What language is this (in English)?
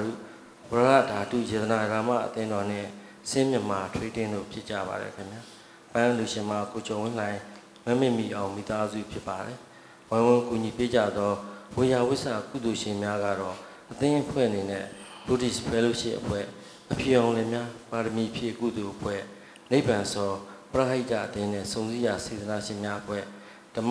Burmese